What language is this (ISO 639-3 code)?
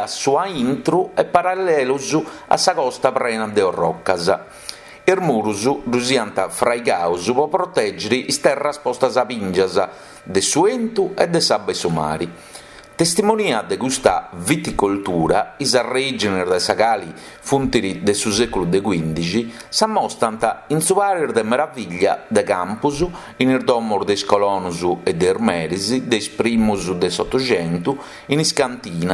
srd